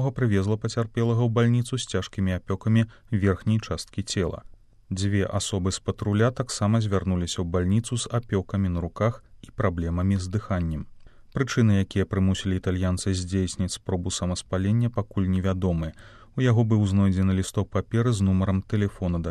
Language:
Belarusian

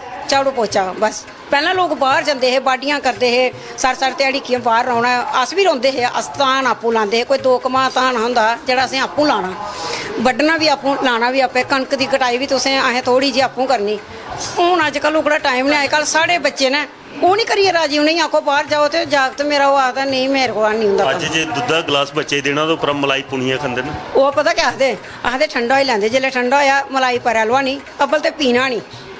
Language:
Dogri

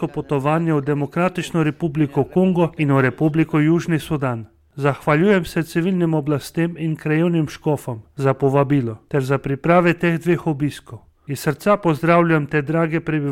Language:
Slovenian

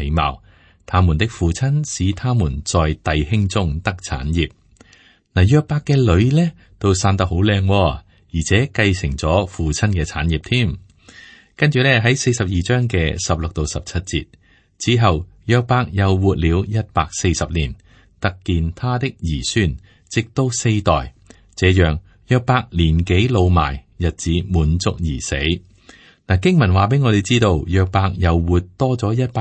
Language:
Cantonese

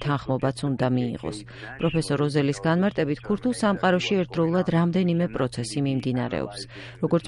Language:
Georgian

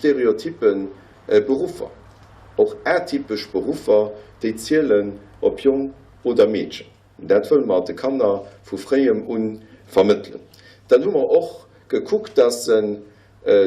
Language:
Luxembourgish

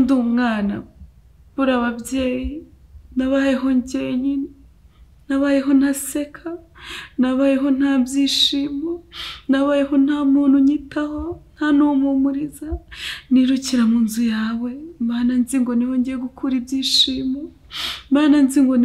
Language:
Kinyarwanda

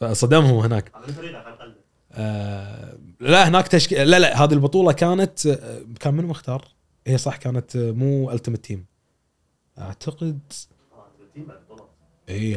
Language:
Gulf Arabic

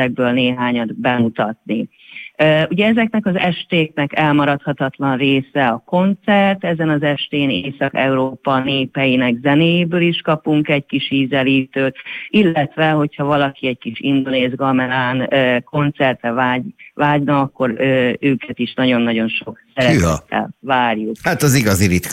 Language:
Hungarian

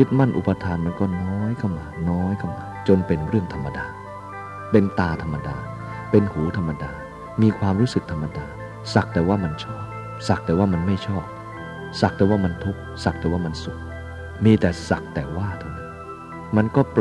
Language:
Thai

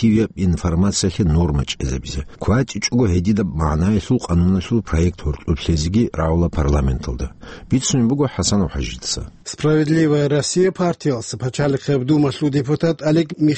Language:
Avaric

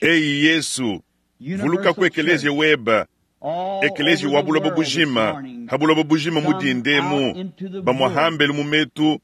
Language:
Luba-Lulua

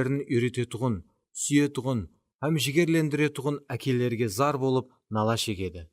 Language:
Kara-Kalpak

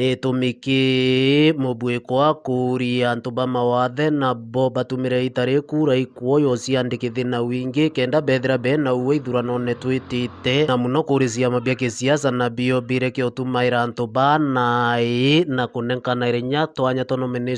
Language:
Meru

